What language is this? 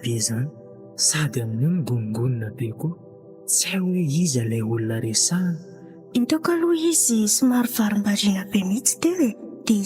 Malagasy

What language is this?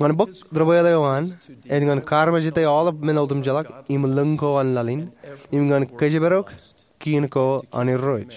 Marshallese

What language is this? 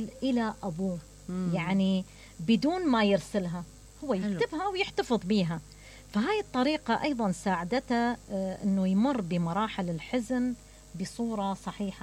Mesopotamian Arabic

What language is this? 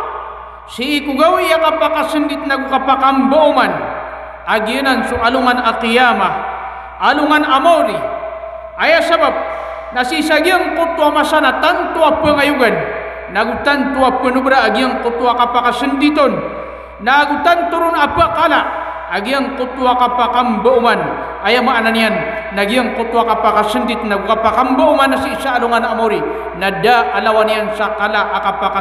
Maranao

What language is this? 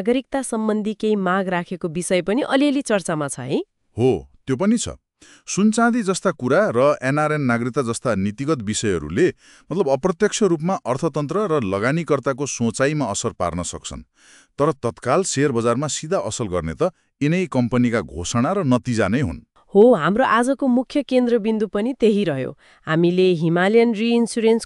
Nepali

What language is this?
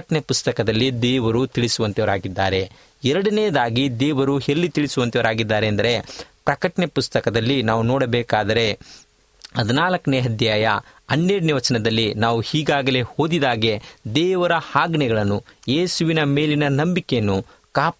Kannada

